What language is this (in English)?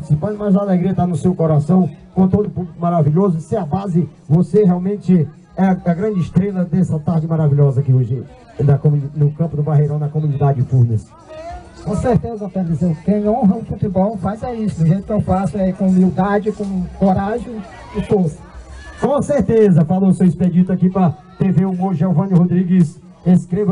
Portuguese